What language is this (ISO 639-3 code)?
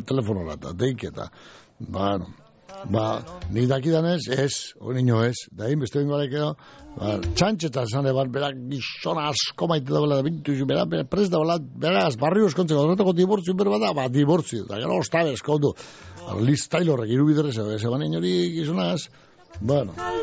eus